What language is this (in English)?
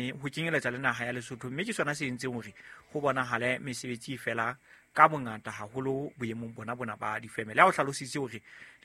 Southern Sotho